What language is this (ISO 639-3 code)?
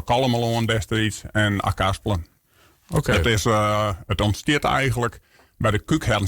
fry